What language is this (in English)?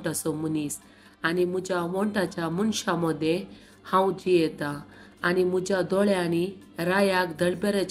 Konkani